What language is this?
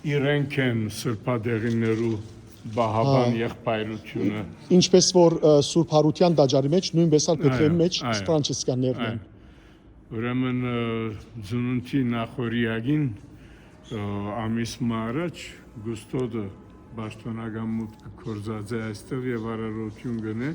Western Armenian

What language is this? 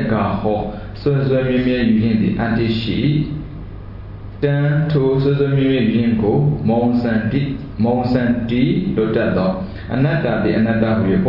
Burmese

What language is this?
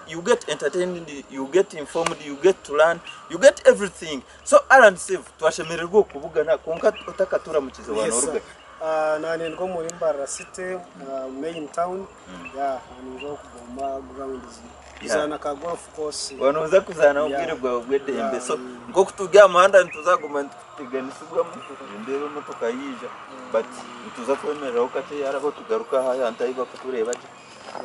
Nyankole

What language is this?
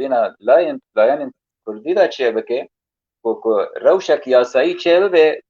Kurdish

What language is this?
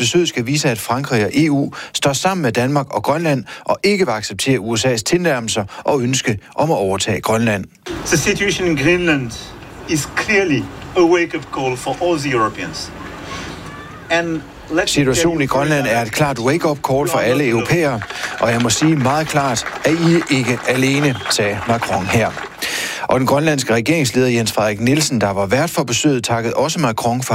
Danish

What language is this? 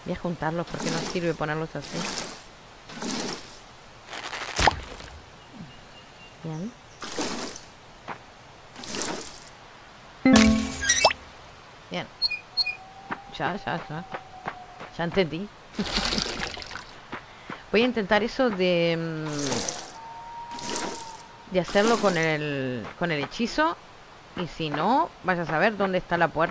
Spanish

